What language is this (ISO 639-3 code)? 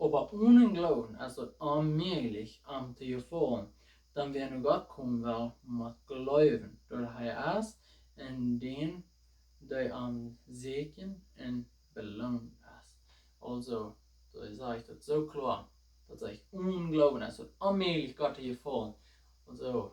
pdt